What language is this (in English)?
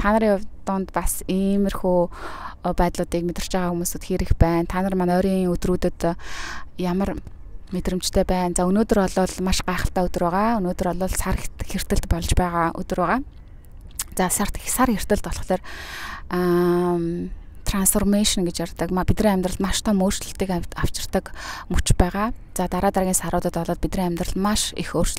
Mongolian